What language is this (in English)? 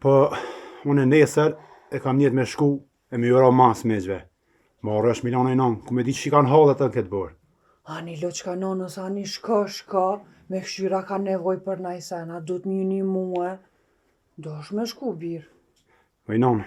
Albanian